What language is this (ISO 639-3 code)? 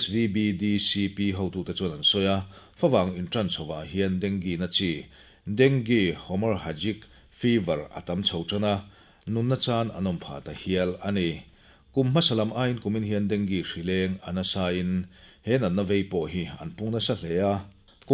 lus